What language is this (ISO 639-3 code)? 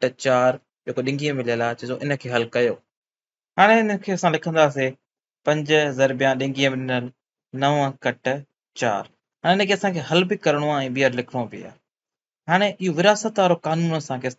snd